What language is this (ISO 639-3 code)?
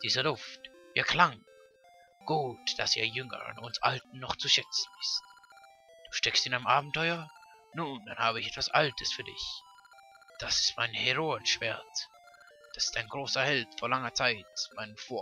gsw